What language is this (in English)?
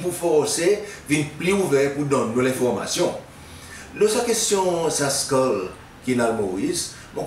Seselwa Creole French